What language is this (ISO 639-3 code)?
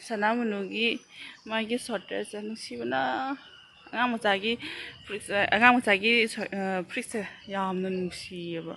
mni